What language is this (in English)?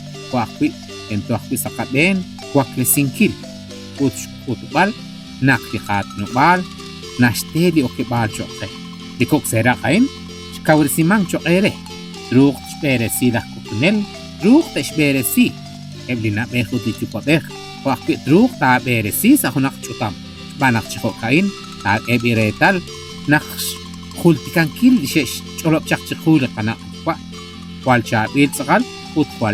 Kekchí